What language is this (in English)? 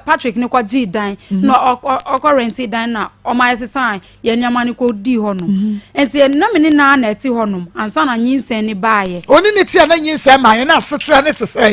Akan